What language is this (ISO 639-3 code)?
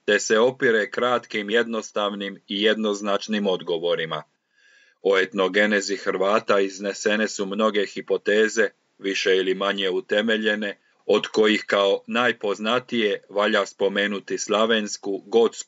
hrv